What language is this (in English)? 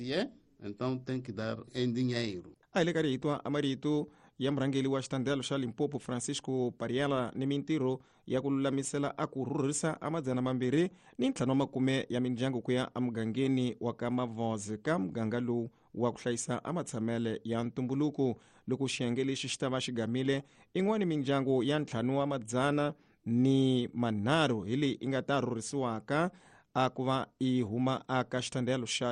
Tsonga